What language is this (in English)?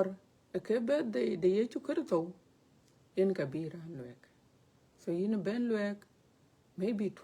Dinka